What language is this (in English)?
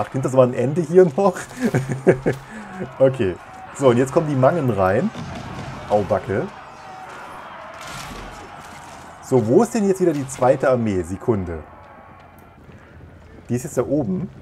German